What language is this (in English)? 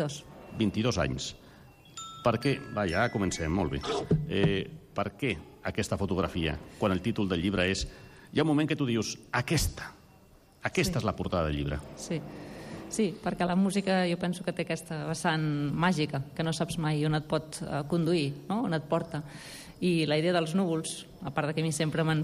Catalan